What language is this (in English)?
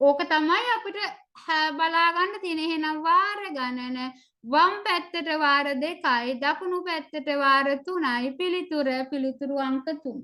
Sinhala